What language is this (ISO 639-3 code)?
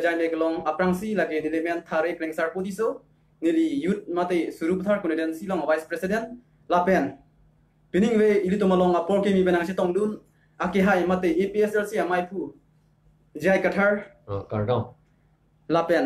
mjw